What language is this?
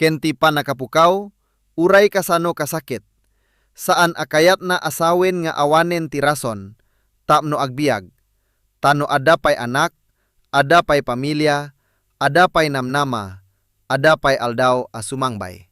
Iloko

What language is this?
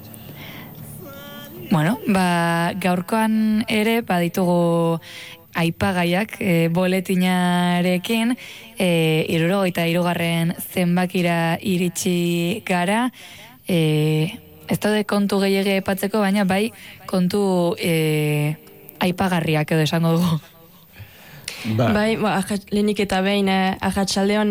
Basque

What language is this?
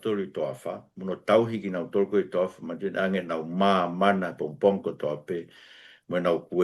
Tongan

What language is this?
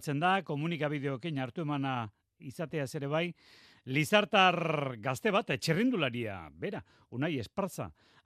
Basque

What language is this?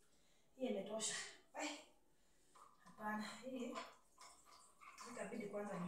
Swahili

